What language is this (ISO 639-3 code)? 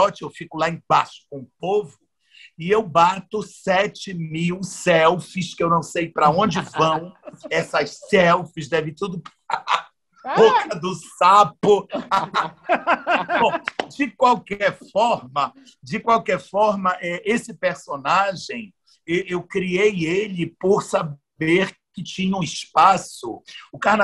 por